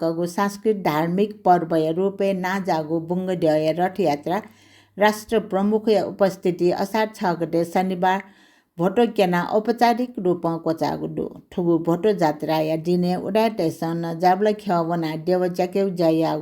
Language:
Newari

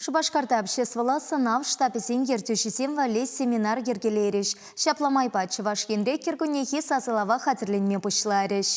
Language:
Chuvash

